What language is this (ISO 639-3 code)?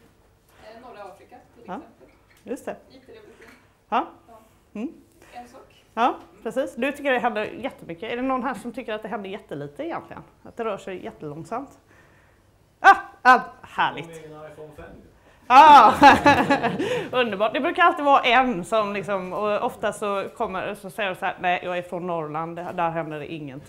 swe